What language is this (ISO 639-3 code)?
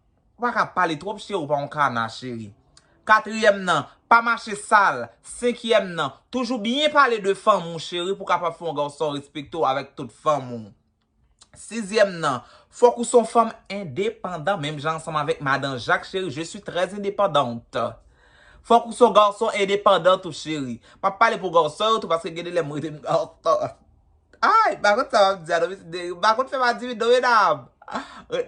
hat